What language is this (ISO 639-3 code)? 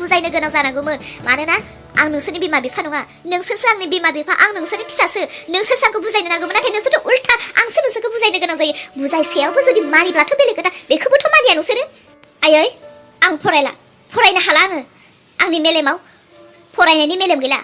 brx